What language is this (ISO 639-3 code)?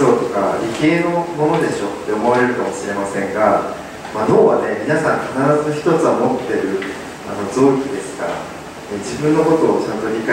jpn